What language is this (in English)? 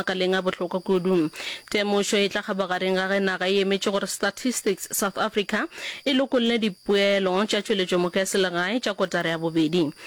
Northern Sotho